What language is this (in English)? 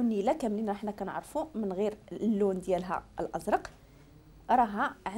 Moroccan Arabic